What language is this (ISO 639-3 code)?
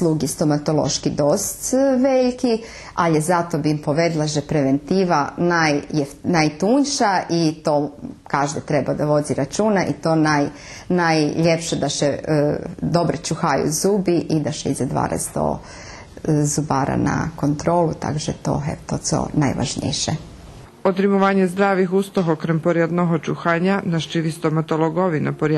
rue